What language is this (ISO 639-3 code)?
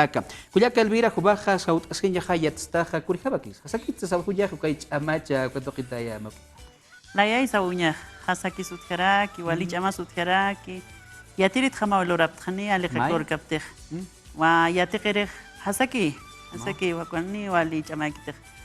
aym